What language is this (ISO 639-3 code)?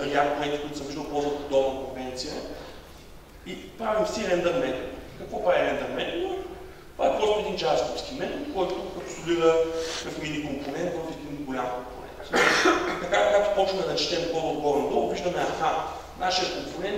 bul